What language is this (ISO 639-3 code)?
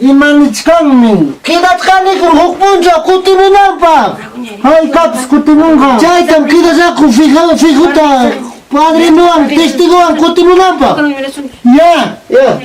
quy